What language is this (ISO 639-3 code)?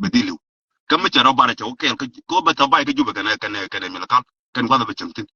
nus